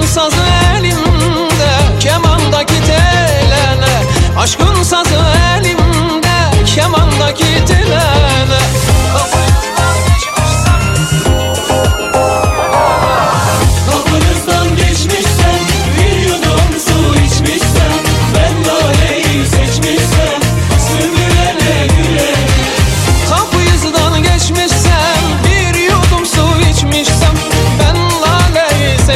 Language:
Turkish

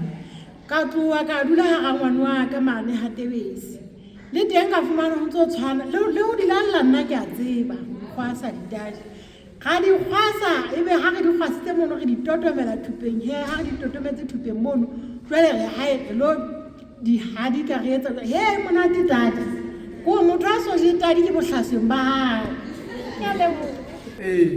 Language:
Southern Sotho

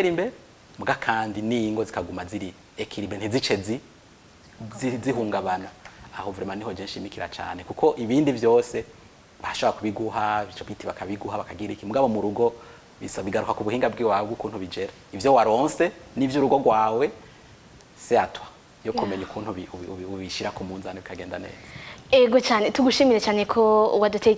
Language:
Rundi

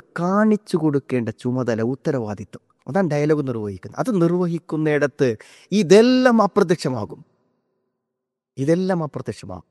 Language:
Malayalam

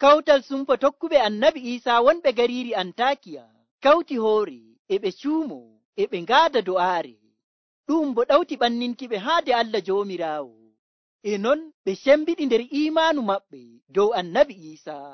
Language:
Nigerian Fulfulde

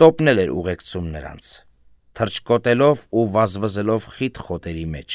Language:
Armenian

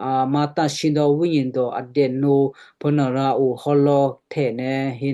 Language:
Western Kayah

